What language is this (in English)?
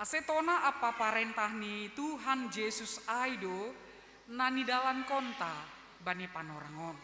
Batak Simalungun